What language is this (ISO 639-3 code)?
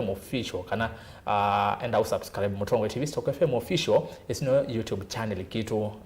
kam